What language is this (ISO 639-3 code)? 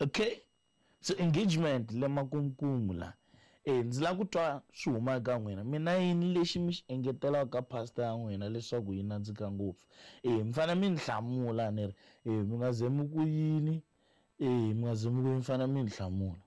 tso